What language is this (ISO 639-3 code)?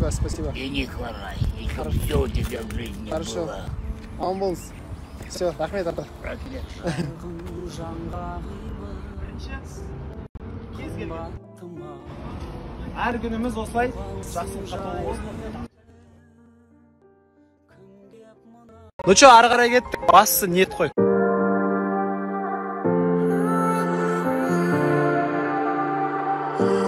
kaz